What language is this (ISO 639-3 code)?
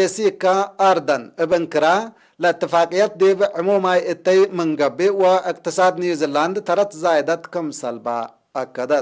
tig